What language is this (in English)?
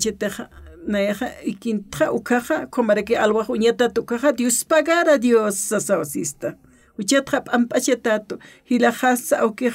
Aymara